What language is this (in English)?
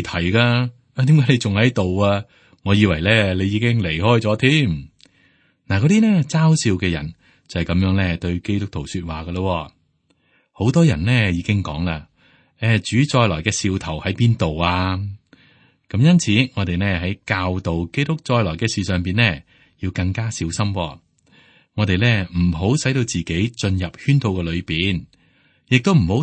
Cantonese